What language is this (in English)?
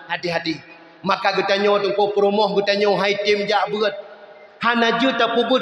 Achinese